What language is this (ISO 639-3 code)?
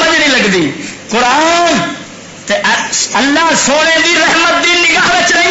lah